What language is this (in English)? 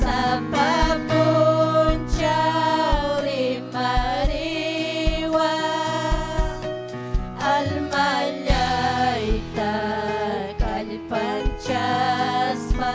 Ayacucho Quechua